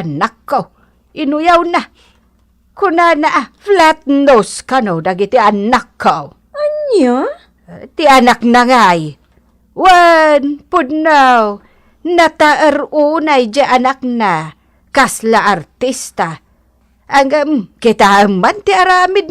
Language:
Iloko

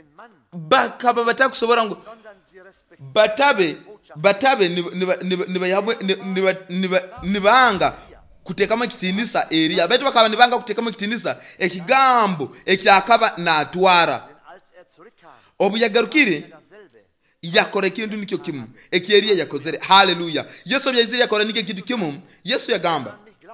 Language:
Nyoro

